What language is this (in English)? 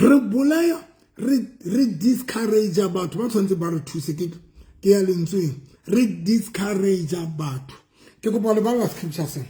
Southern Sotho